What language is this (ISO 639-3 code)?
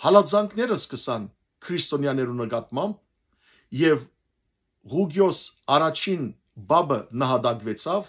hyw